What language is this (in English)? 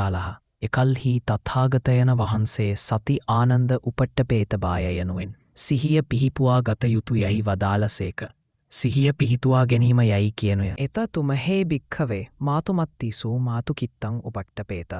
Sinhala